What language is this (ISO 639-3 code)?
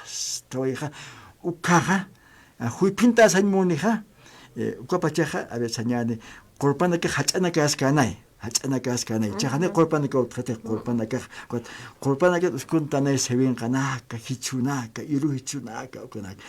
aym